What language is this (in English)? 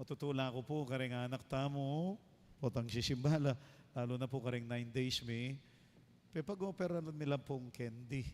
Pampanga